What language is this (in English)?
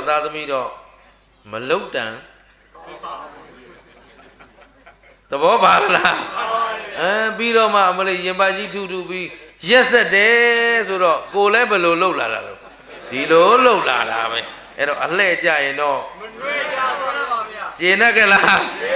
Burmese